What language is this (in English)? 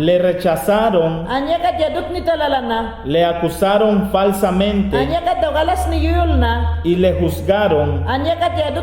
Mayangna